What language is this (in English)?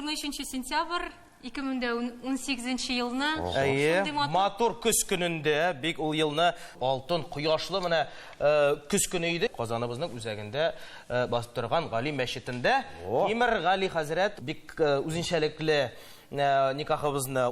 Tatar